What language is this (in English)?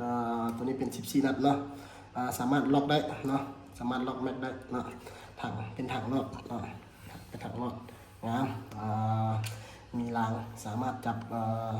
Lao